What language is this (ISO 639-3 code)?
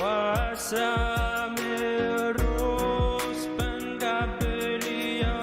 pon